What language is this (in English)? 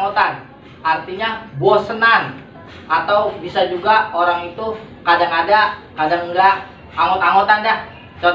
Betawi